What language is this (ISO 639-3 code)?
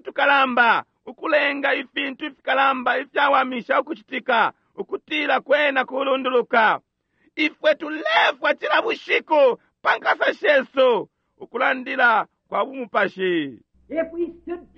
bem